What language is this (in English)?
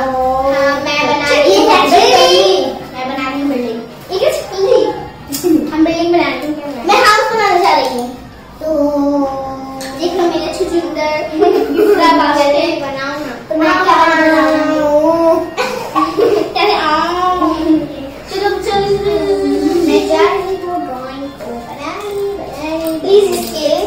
Hindi